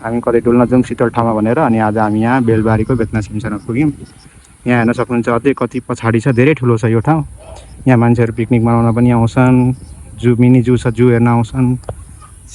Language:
Nepali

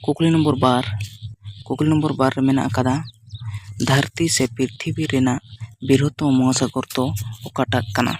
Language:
Santali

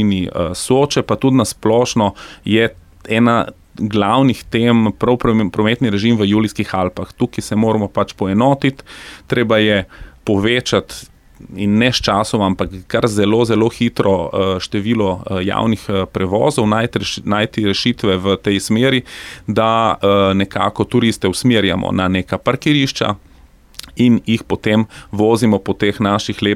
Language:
Slovenian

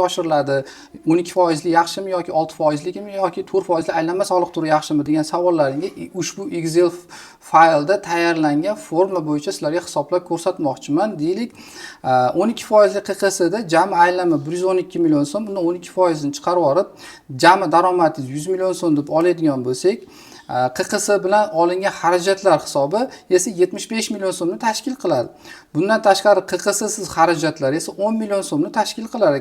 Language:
Uzbek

